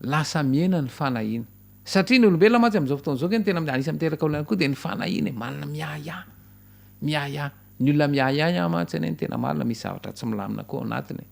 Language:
Malagasy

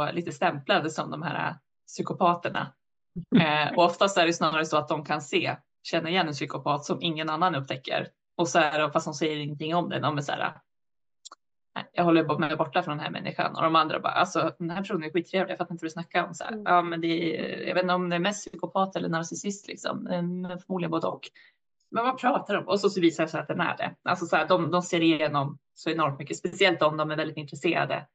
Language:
Swedish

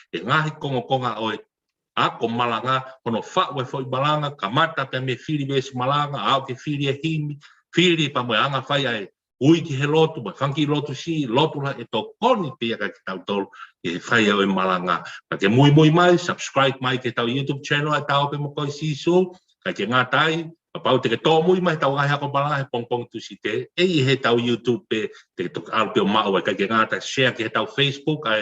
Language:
Tongan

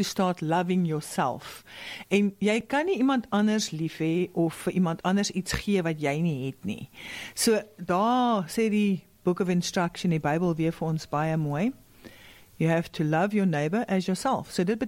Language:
Afrikaans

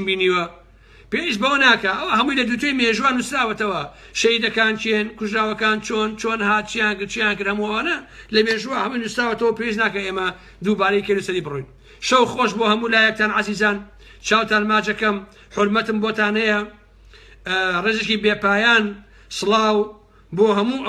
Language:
Central Kurdish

